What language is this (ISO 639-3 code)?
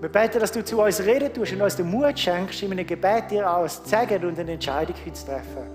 gsw